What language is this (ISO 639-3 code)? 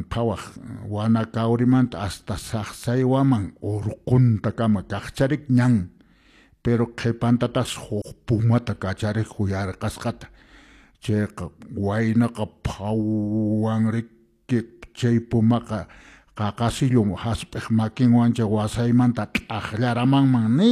que